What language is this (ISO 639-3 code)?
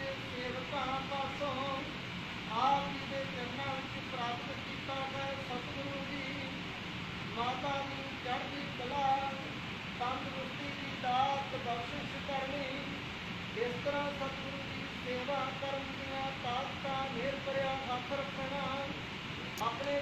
pan